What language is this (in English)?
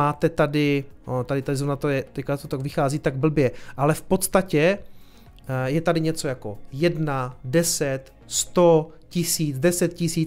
Czech